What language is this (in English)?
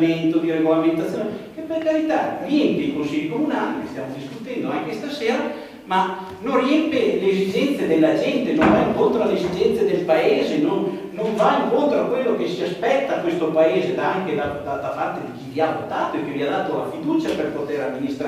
Italian